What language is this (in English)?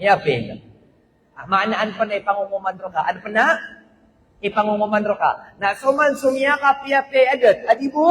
Maranao